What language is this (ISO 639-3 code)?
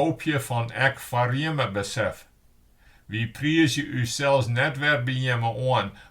fry